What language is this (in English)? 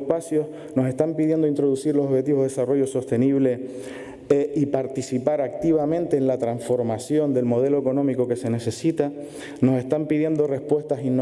Spanish